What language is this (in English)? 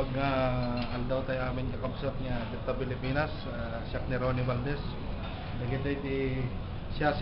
Iloko